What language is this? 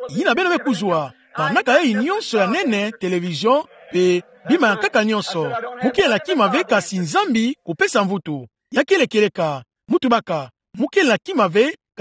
Kituba (Democratic Republic of Congo)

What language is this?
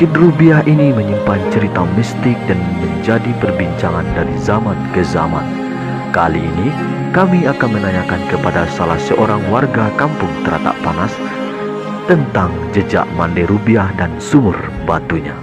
Minangkabau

